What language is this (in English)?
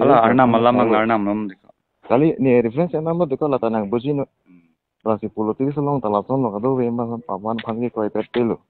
Karbi